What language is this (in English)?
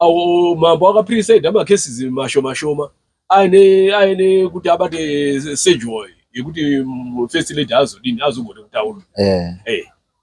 Shona